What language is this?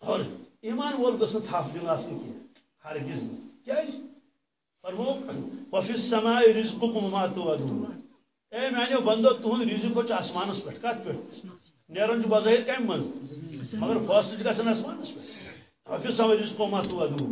Kashmiri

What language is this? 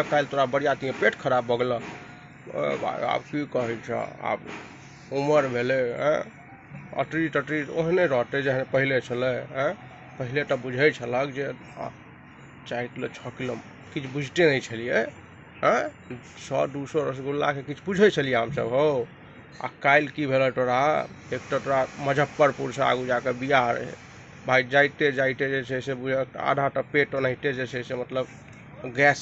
Maithili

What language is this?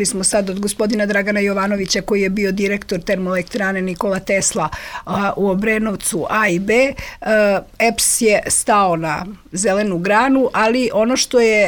Serbian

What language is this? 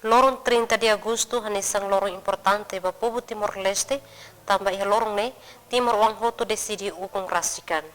Tetum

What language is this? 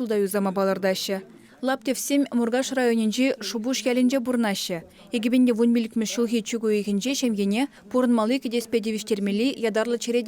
Chuvash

